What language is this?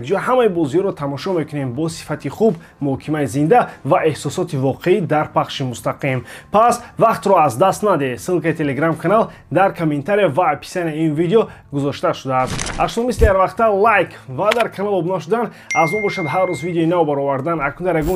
Tajik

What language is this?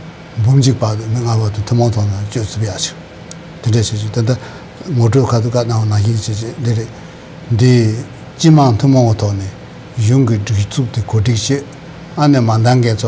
Tibetan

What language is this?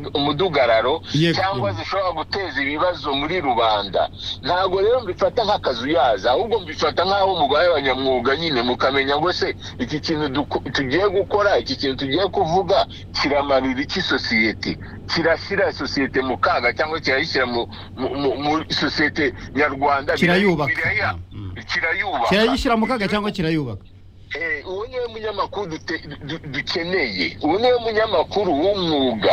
Kinyarwanda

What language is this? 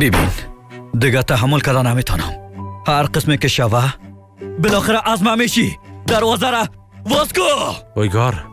Persian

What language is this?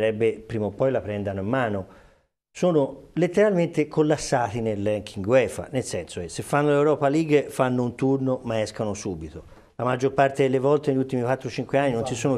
Italian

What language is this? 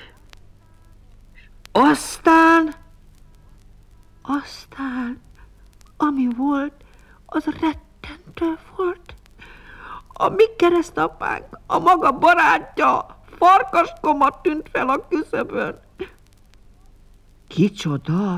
Hungarian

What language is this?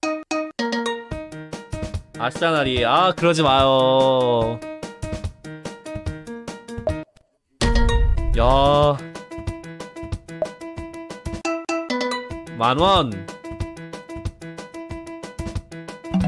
Korean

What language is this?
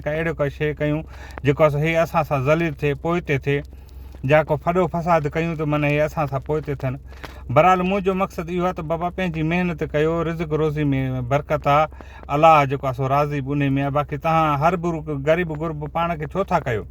Sindhi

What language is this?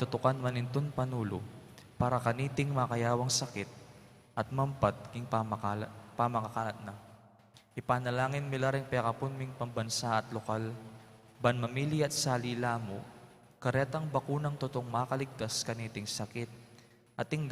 Pampanga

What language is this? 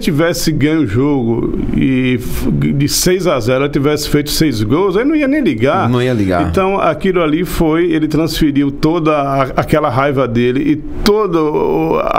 Portuguese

